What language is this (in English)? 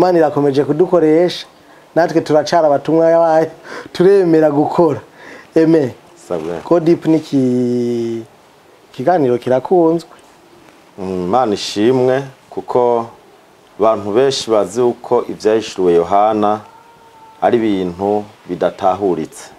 Rundi